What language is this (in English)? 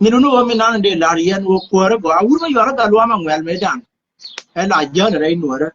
Nuer